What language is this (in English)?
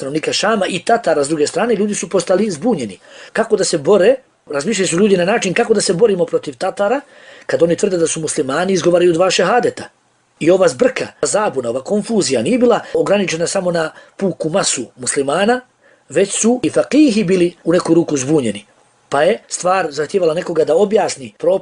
Bosnian